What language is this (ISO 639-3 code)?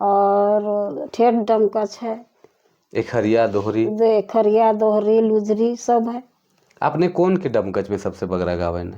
sck